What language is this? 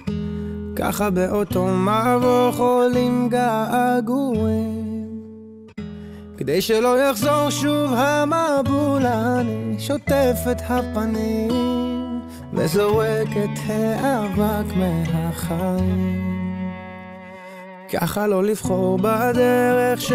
Hebrew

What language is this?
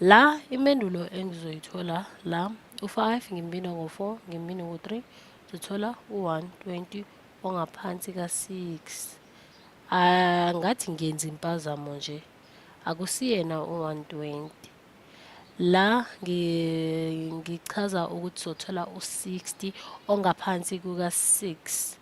Zulu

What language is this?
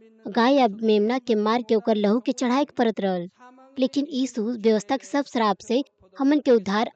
Bhojpuri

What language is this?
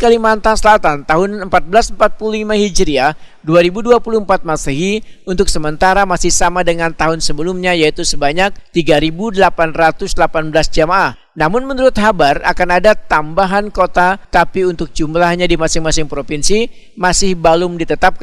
Banjar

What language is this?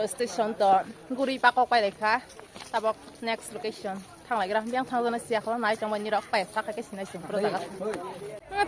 Kok Borok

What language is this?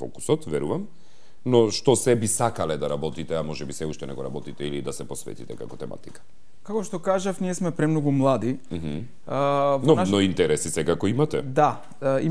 Macedonian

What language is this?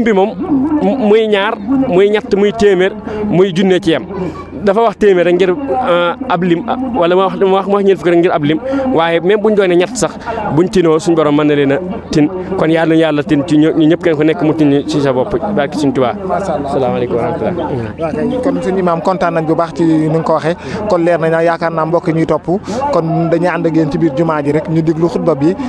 Wolof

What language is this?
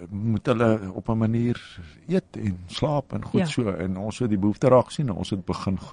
Afrikaans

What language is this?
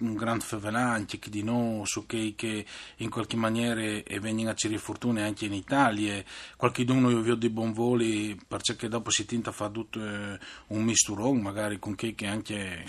Friulian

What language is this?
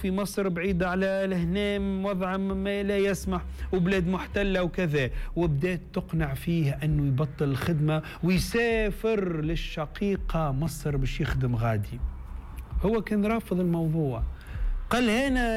Tunisian Arabic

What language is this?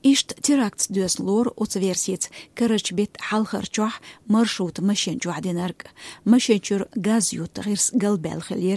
Chechen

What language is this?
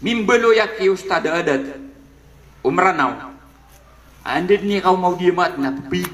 Maranao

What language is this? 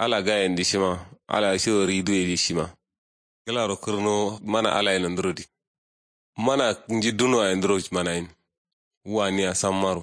Kanuri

